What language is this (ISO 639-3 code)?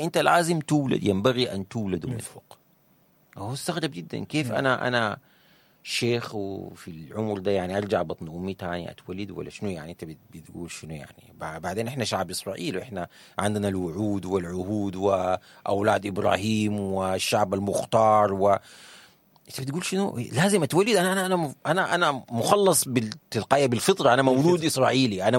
apd